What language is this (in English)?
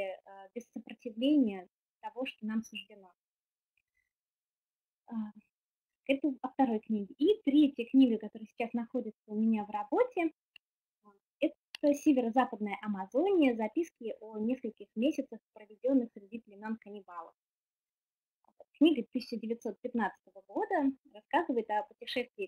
Russian